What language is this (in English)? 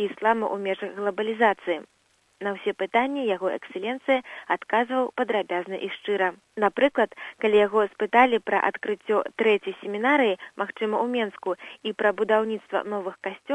Belarusian